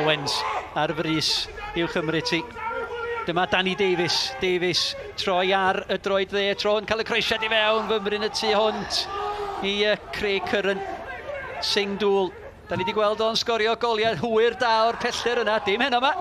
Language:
Welsh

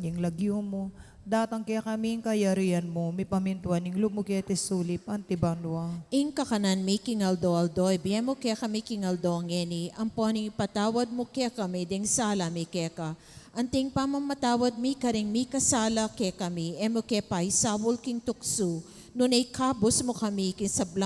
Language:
Pampanga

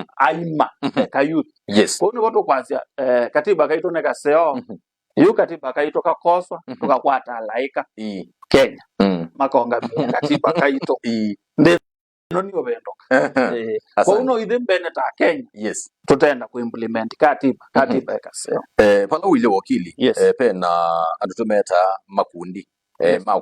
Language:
Kamba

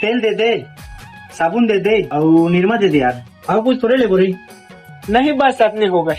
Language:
Chhattisgarhi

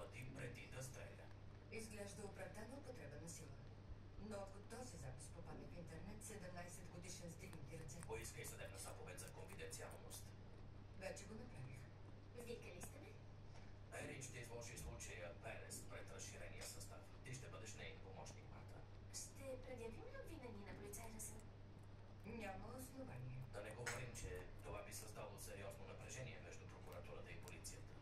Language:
Bulgarian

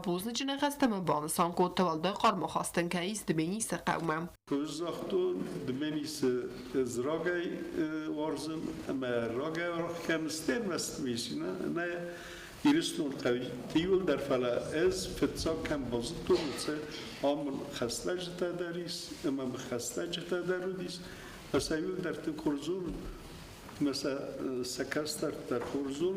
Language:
Ossetic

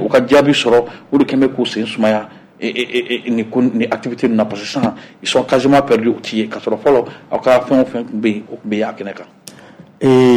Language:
Bambara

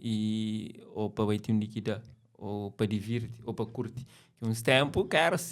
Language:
Kabuverdianu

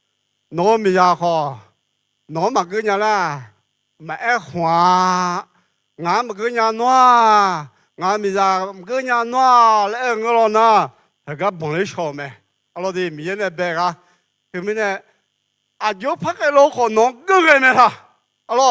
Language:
Akha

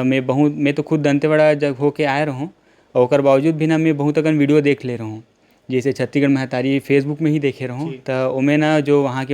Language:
Chhattisgarhi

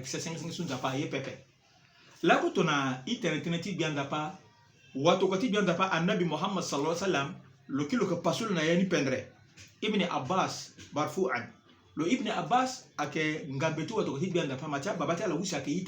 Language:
Sango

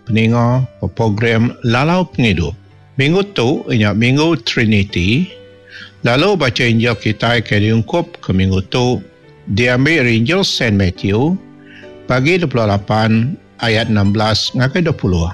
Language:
Iban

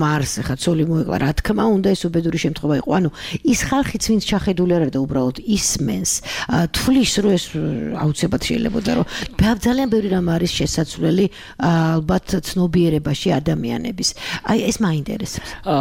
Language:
Georgian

